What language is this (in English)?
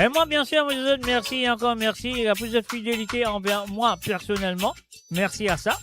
Morisyen